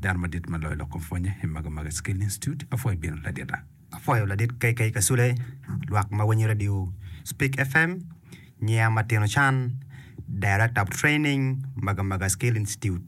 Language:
Acoli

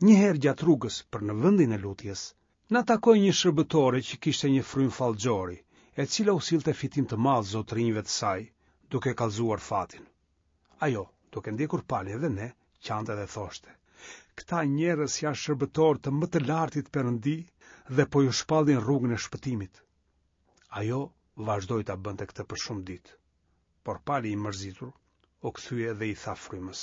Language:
Albanian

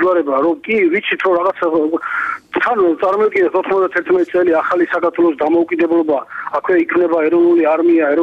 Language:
Georgian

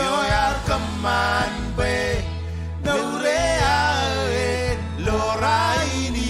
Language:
Marshallese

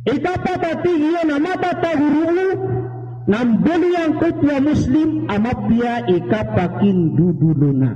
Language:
Maranao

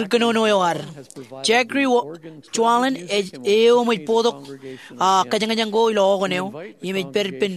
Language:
Marshallese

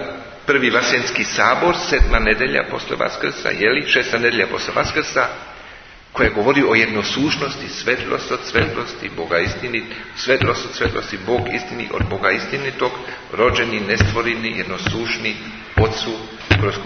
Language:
Serbian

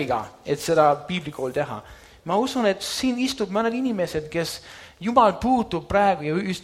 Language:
Estonian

